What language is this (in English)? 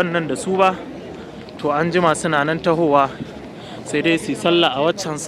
Hausa